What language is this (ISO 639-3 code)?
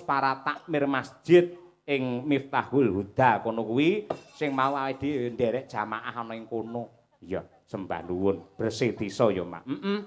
jav